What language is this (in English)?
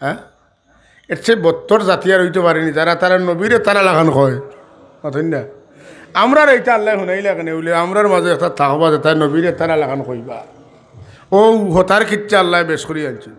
Sylheti